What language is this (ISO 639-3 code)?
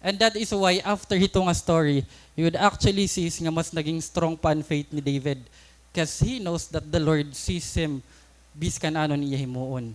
war